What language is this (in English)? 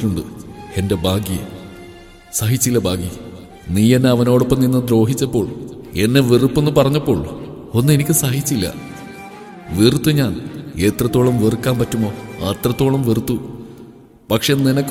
Malayalam